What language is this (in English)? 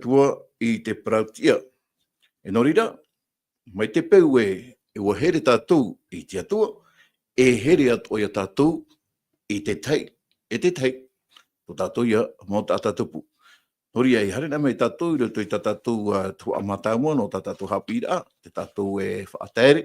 Tahitian